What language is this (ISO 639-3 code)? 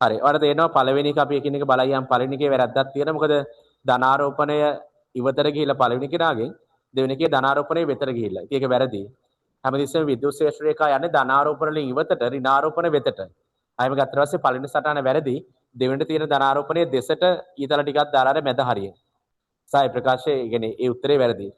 sin